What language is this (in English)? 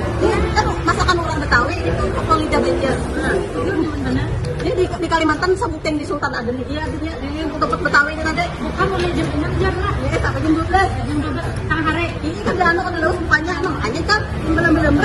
Banjar